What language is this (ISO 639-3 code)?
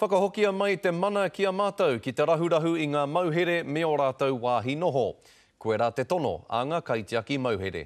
mri